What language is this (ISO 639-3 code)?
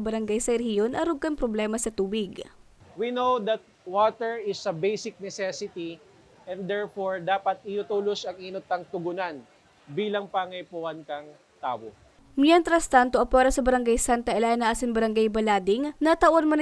bik